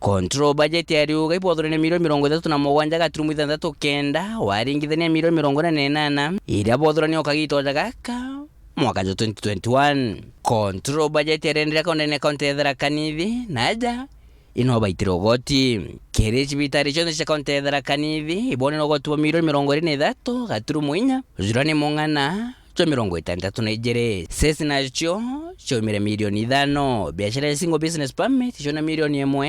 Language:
Meru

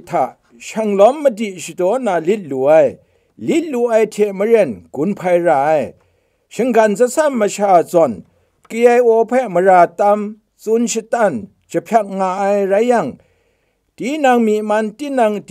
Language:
Kachin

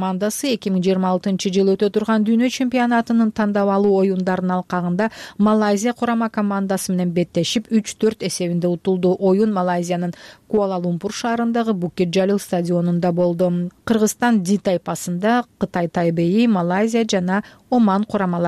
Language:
Kyrgyz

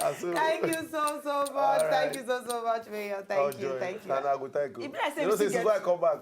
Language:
Nigerian Pidgin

